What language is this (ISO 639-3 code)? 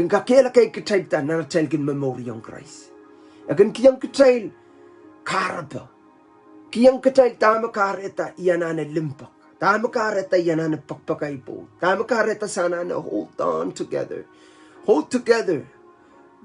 pon